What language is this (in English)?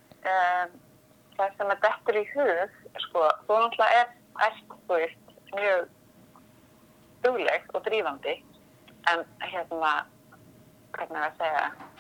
Icelandic